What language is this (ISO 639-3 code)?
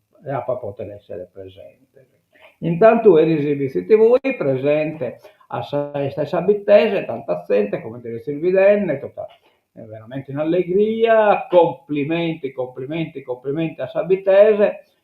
srd